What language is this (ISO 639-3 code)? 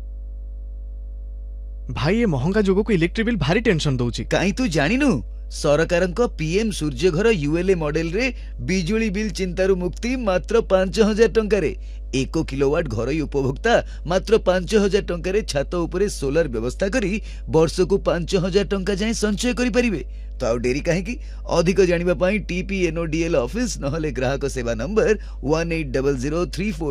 ori